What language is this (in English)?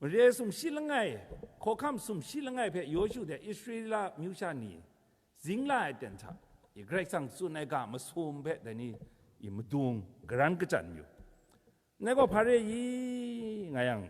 Kachin